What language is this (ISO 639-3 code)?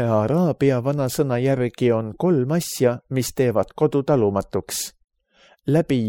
est